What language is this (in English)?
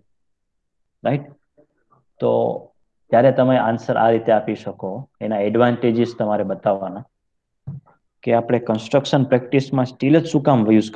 Gujarati